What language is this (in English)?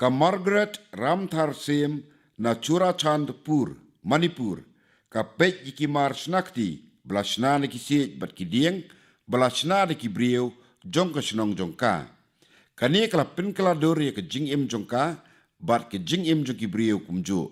Khasi